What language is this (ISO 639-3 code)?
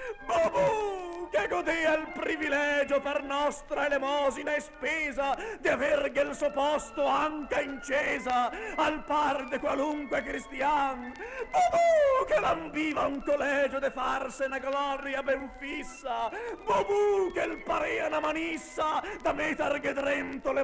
vec